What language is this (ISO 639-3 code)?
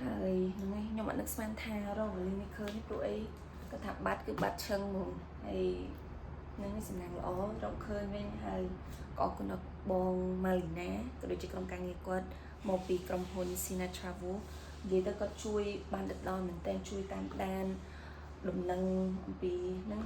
khm